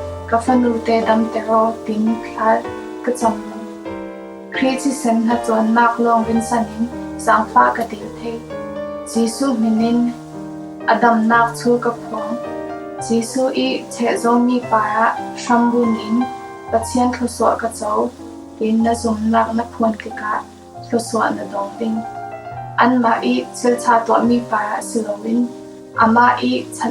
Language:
Falam Chin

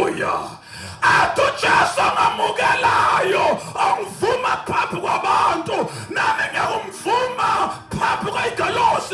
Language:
Zulu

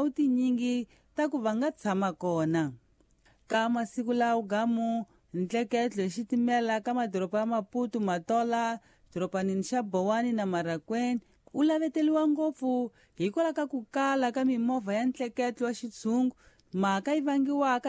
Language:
Tsonga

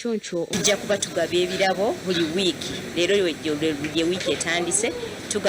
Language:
Nyankole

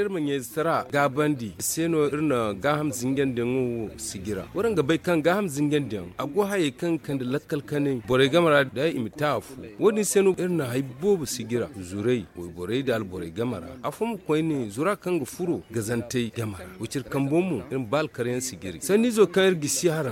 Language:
Zarma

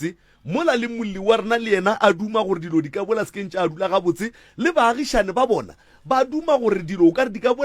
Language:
Northern Sotho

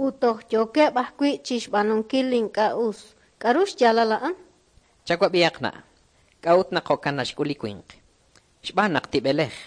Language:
Kekchí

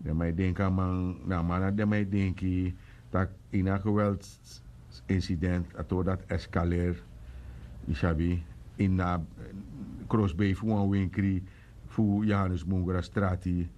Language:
Sranan Tongo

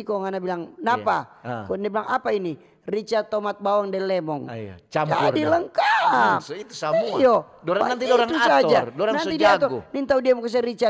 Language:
Manado Malay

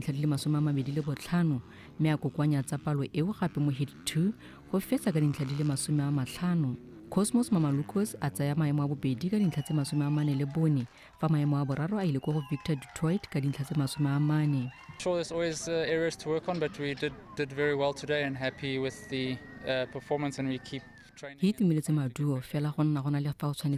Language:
Tswana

